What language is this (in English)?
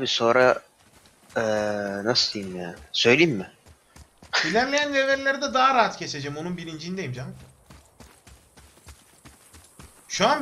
Turkish